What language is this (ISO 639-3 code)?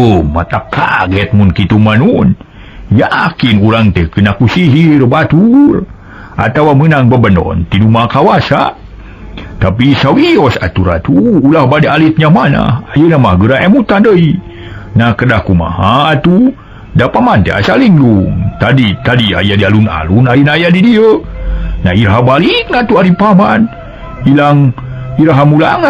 sun